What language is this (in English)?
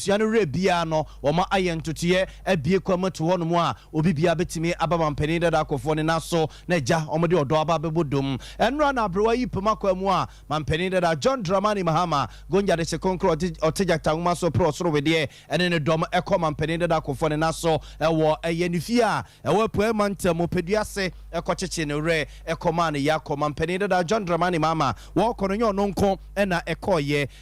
Akan